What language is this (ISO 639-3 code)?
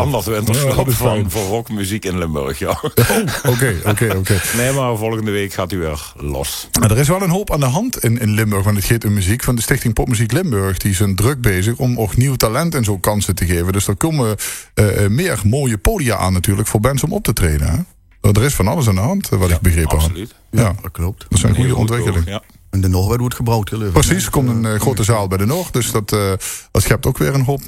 lim